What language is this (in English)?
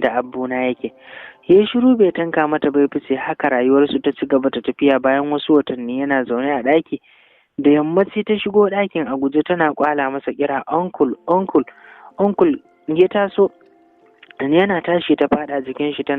Hausa